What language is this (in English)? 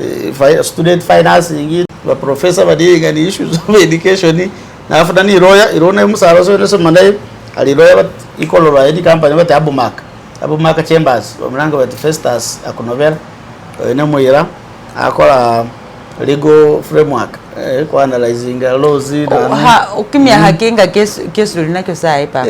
Masaaba